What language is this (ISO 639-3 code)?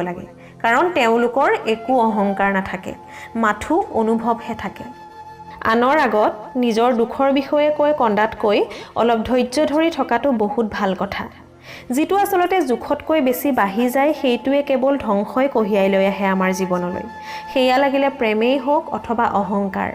asm